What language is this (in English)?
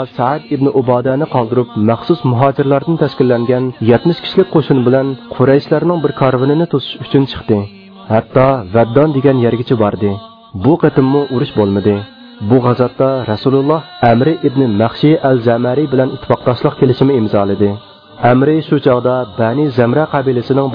Uyghur